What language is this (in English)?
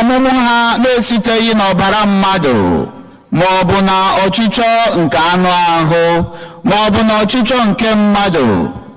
Igbo